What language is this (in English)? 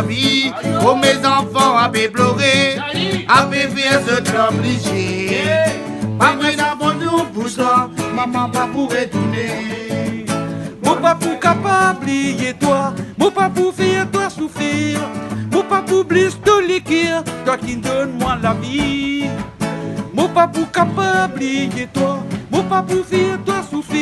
Réunion Creole French